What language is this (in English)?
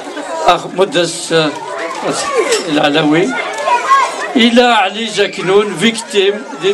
Arabic